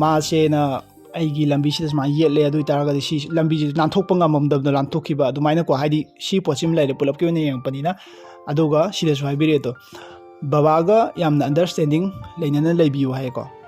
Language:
Manipuri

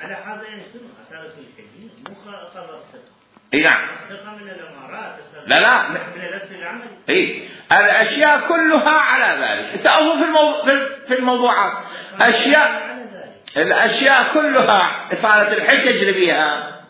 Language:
Mesopotamian Arabic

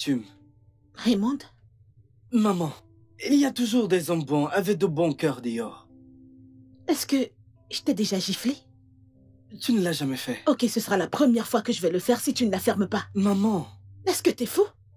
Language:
French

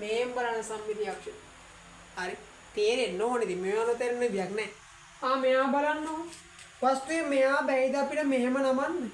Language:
Sinhala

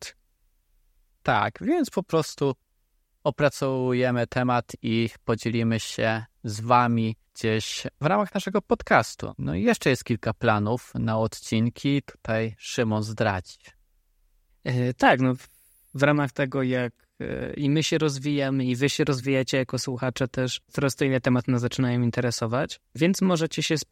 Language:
Polish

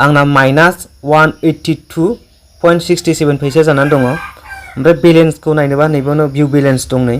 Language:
Bodo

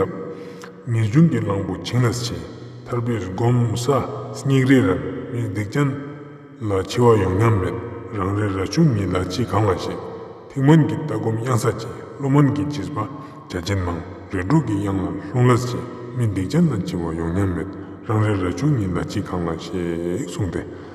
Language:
Ladakhi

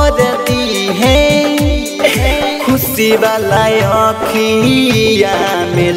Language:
Bhojpuri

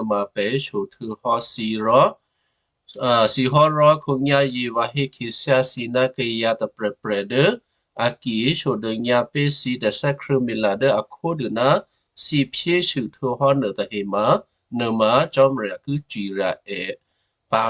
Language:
Western Kayah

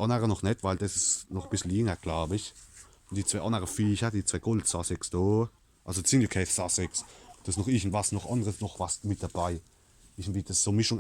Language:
Palatine German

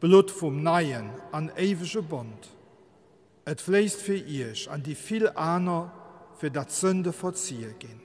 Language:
Luxembourgish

